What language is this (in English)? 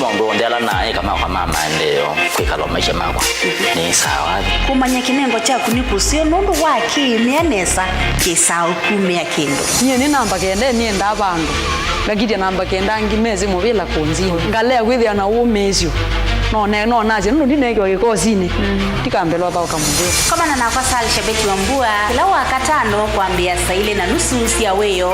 Kamba